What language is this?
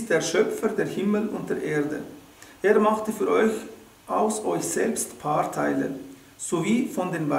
Swiss German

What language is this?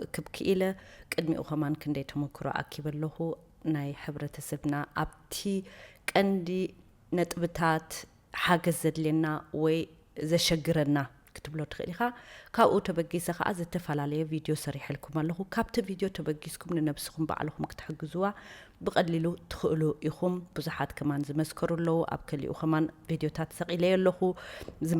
Tigrinya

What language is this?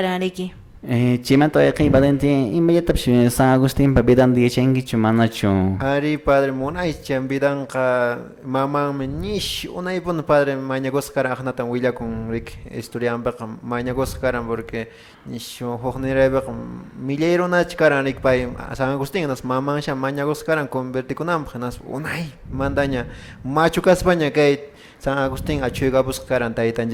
Quechua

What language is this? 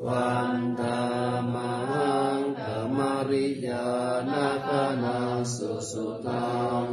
Pali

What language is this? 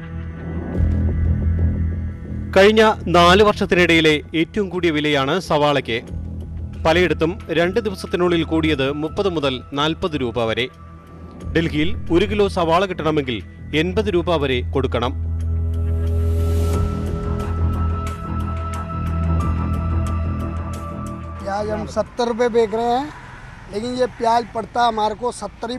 Malayalam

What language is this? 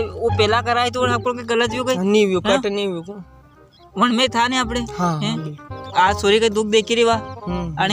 Rajasthani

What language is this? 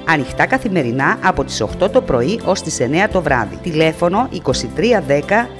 Greek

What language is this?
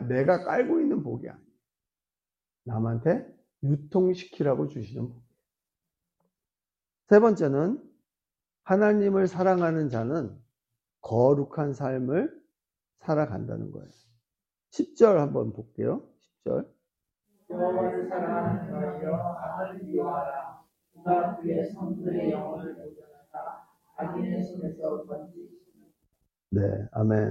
Korean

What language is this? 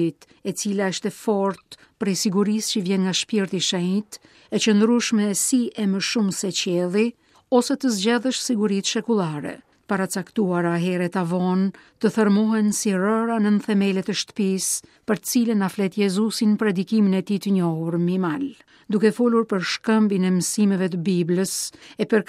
Albanian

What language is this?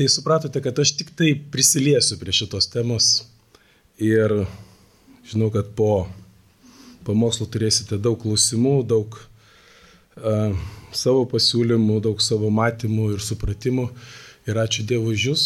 Lithuanian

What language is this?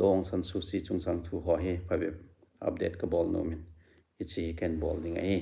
Thado Chin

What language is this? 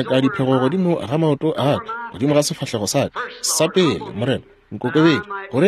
Northern Sotho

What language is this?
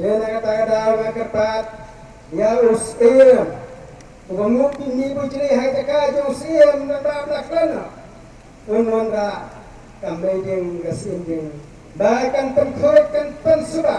Khasi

